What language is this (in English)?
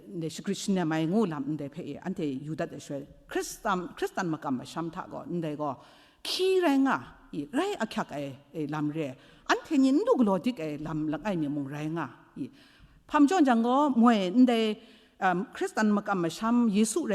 Kachin